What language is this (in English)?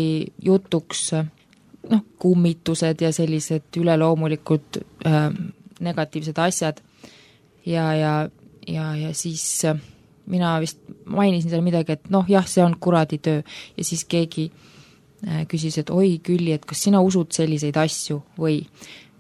Estonian